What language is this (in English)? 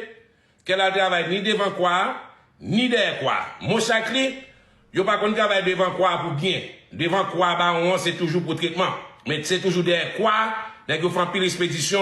Haitian Creole